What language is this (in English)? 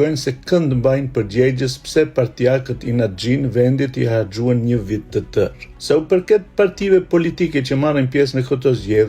Albanian